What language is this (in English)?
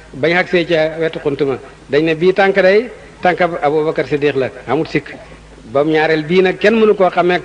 Wolof